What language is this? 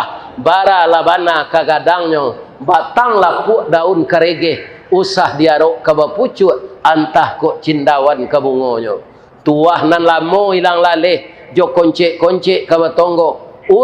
Minangkabau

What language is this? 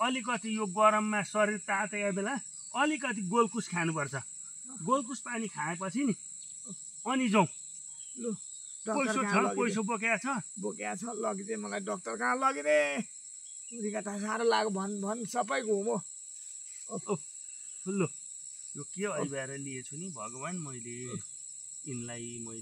Nepali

